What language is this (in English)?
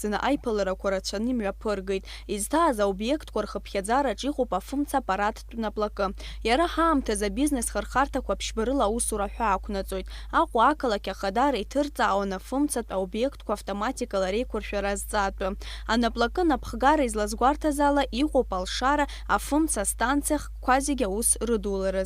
Abkhazian